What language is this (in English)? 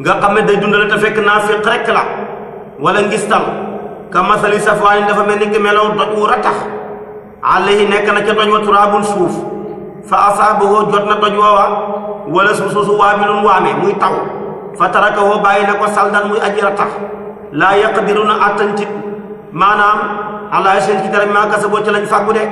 Wolof